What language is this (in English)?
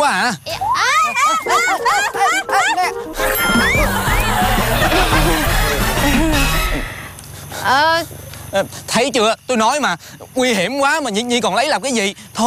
Vietnamese